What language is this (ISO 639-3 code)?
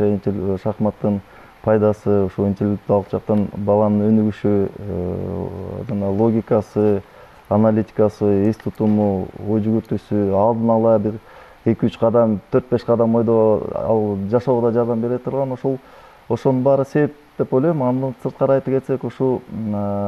kir